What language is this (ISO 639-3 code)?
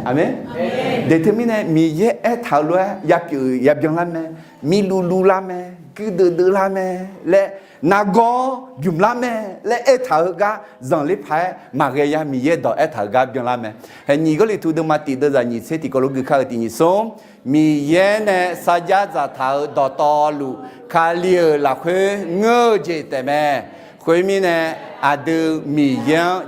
ahk